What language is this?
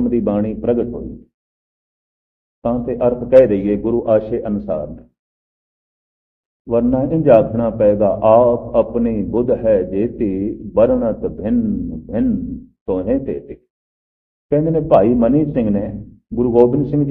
Punjabi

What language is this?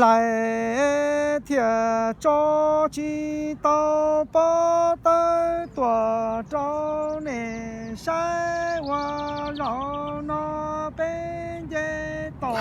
Hmong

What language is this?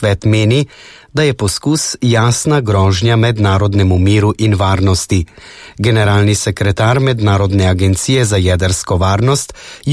Slovenian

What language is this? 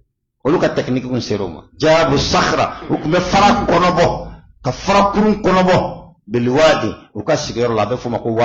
Bambara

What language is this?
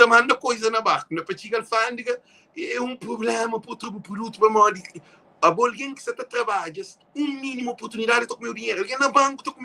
Kabuverdianu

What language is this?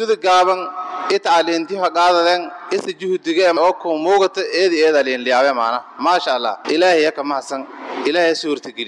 Somali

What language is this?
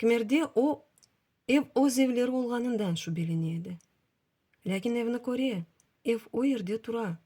Crimean Tatar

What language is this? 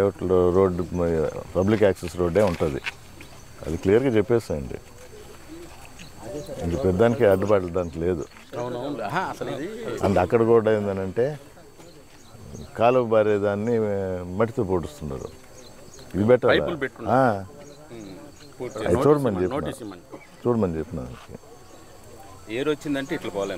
Telugu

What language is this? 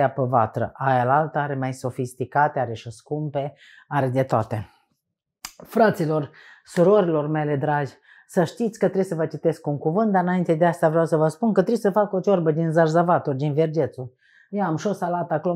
Romanian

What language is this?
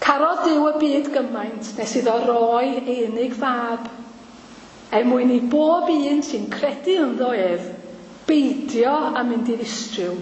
Welsh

